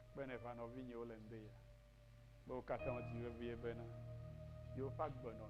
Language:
Ewe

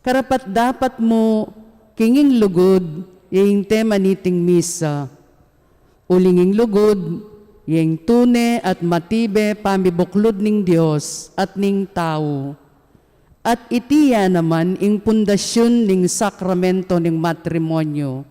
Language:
Pampanga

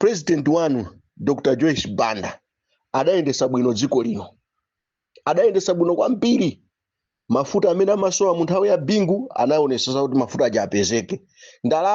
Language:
Nyanja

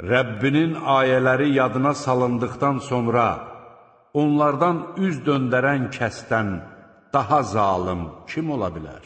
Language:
Azerbaijani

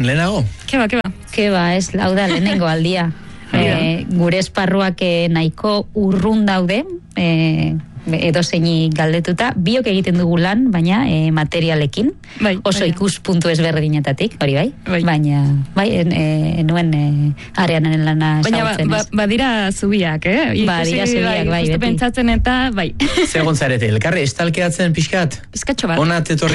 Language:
Basque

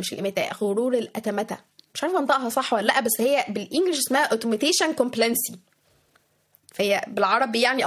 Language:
Egyptian Arabic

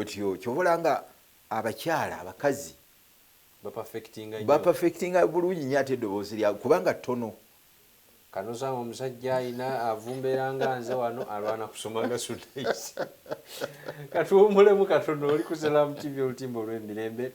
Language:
Ganda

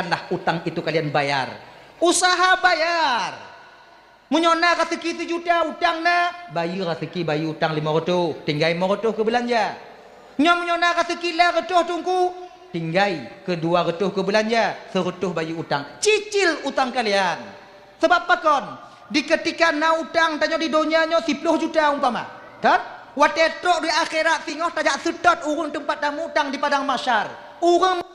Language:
Achinese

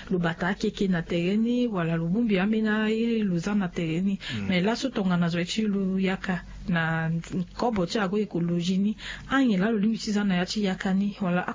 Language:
Sango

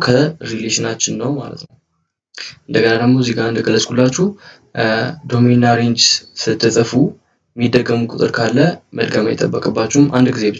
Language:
Amharic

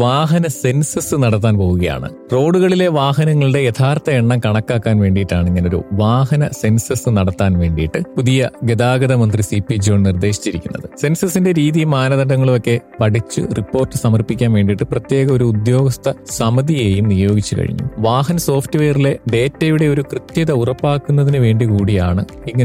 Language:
Malayalam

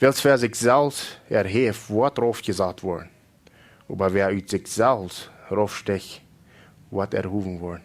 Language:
Plautdietsch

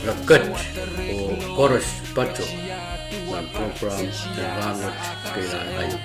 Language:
Pohnpeian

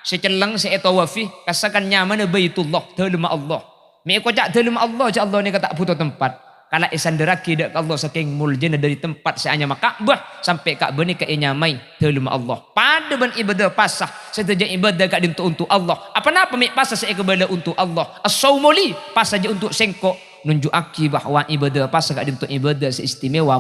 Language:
Madurese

